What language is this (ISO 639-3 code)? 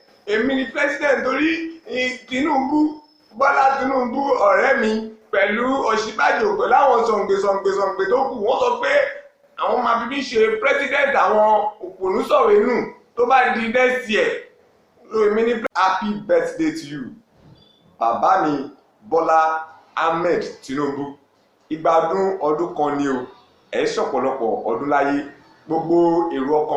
yor